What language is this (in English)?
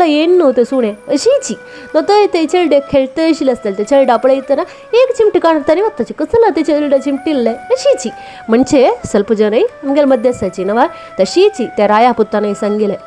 Konkani